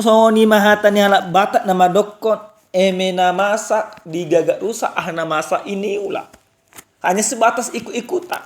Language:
Batak Toba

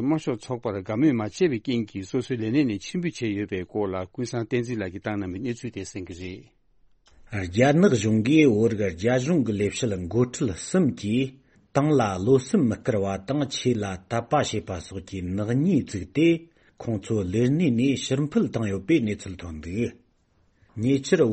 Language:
Tibetan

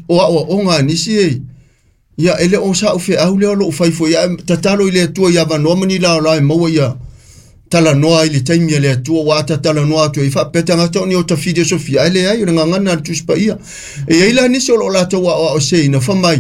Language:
Samoan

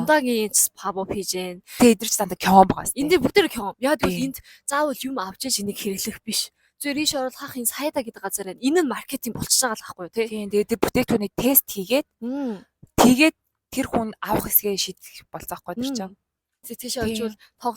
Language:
Mongolian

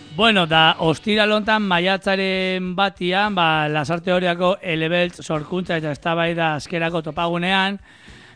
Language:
Basque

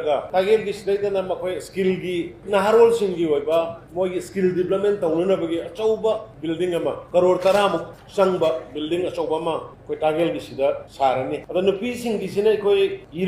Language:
Manipuri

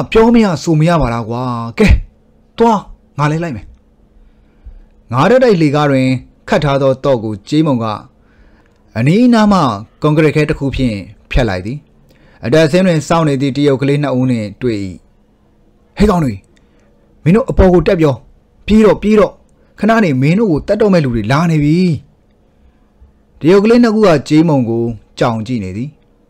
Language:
Burmese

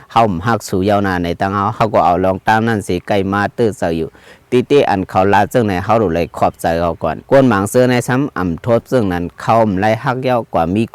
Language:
Shan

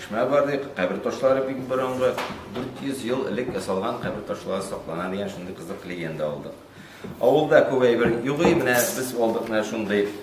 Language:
Tatar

